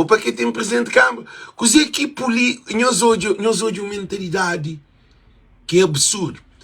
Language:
Kabuverdianu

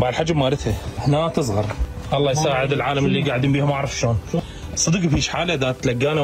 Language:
Mesopotamian Arabic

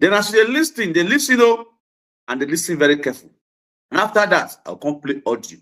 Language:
Nigerian Pidgin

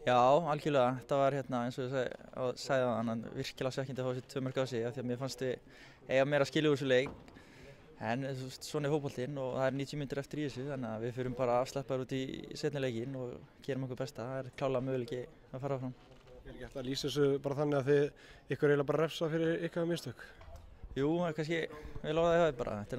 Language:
Icelandic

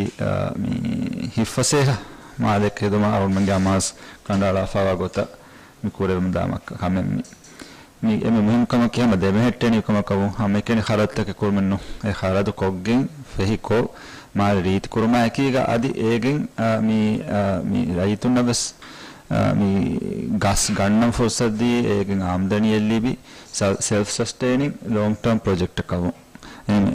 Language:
Divehi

